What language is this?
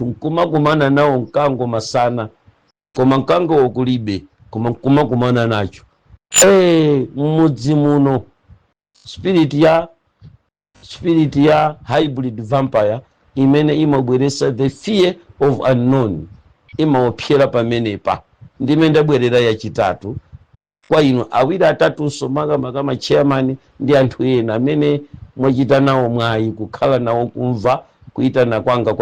Nyanja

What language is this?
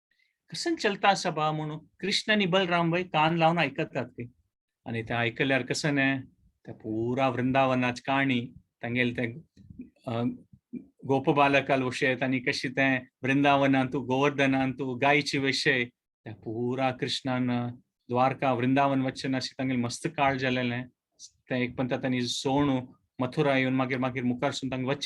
Konkani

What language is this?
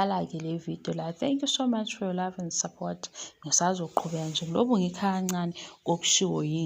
Zulu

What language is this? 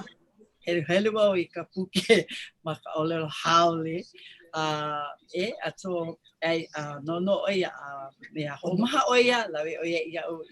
Hawaiian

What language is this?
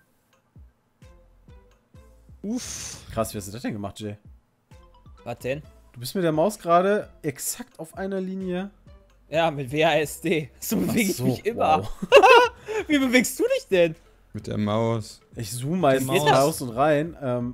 German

